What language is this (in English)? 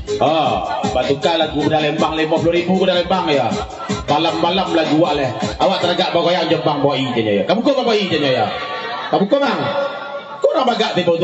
Minangkabau